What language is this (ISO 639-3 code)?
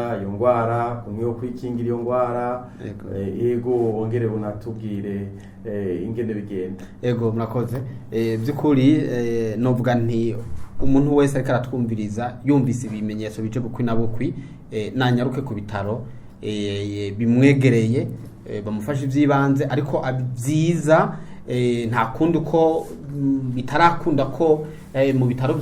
run